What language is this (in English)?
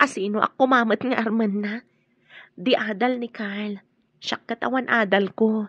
Iloko